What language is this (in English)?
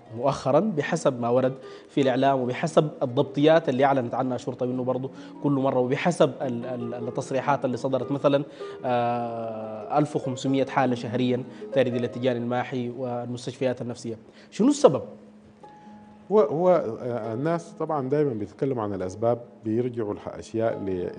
Sudanese Arabic